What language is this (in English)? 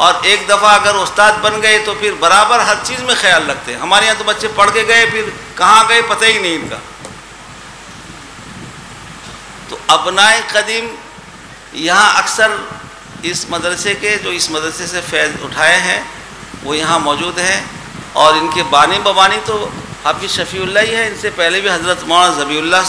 Urdu